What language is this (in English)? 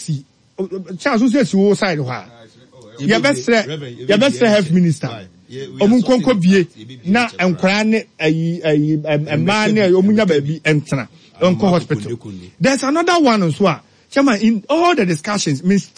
Akan